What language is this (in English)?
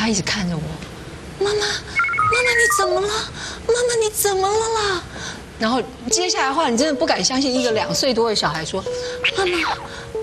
Chinese